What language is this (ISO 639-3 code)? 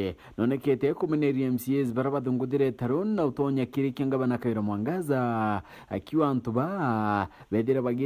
mer